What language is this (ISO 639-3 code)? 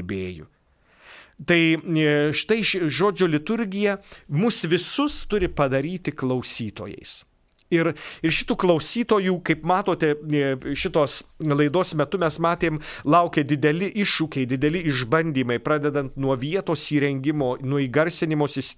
lit